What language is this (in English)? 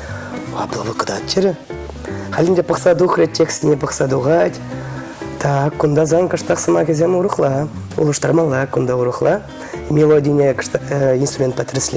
Chuvash